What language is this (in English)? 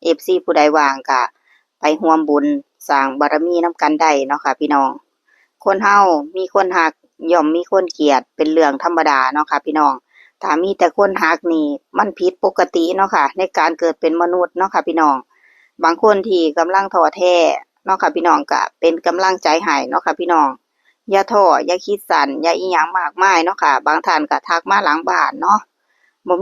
Northeastern Thai